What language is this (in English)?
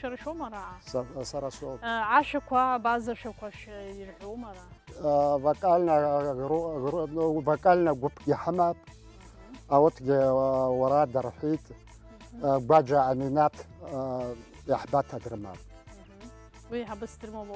Abkhazian